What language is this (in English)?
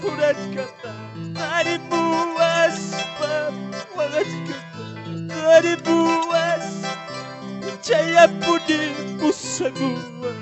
Quechua